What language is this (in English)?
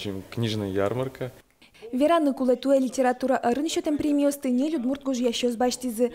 Udmurt